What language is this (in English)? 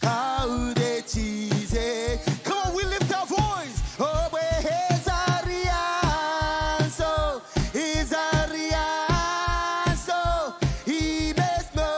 Marshallese